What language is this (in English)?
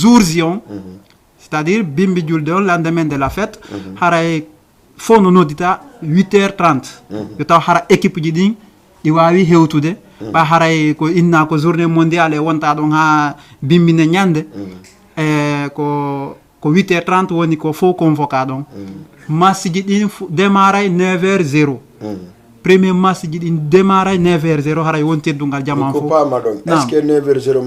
Fula